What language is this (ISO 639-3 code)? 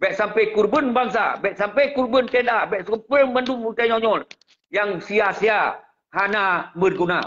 ace